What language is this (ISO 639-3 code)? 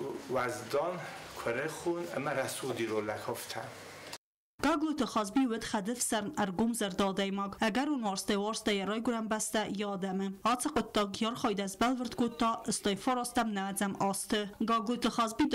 oss